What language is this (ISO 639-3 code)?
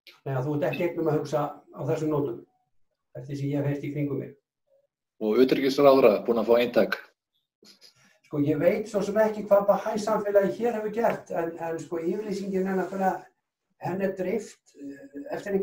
isl